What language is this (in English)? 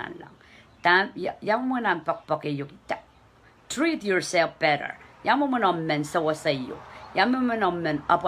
Pohnpeian